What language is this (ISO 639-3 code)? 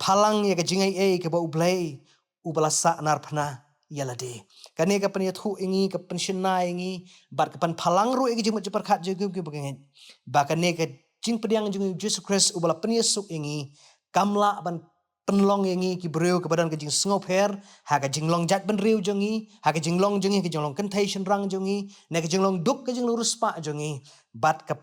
kha